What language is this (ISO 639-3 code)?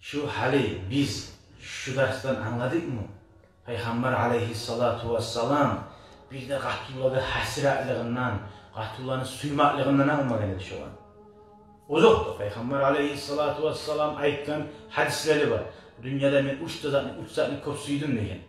kum